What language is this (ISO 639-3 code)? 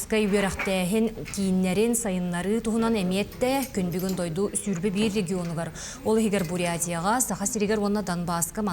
sah